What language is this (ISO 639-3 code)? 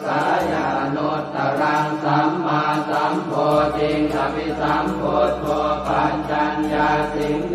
pli